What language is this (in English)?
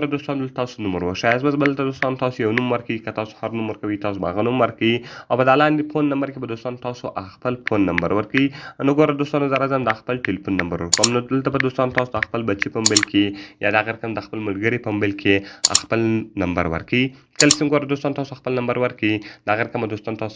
Pashto